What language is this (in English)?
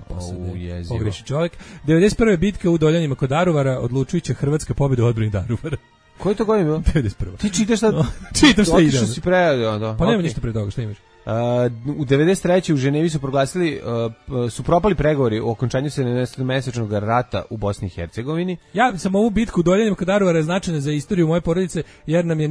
Serbian